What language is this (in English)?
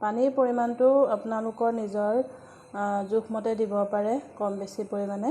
Assamese